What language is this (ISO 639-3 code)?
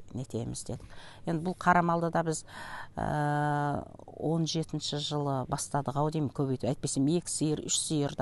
kaz